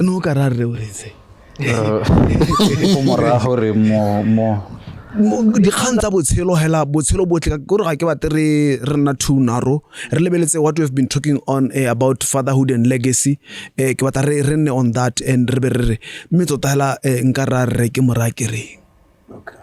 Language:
Tswana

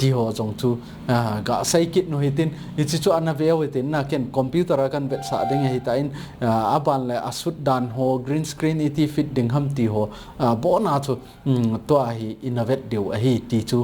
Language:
Thado Chin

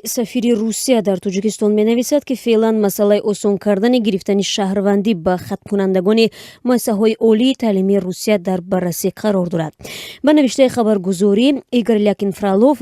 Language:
Tajik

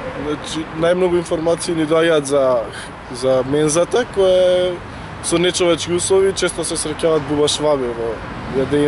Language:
Macedonian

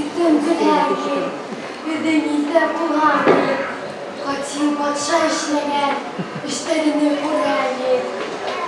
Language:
Bashkir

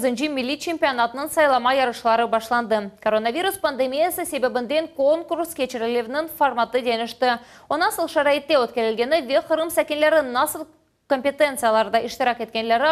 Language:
Crimean Tatar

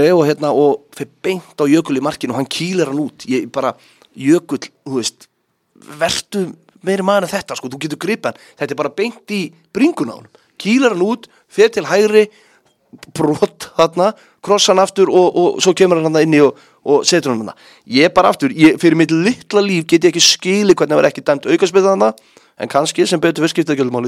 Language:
Icelandic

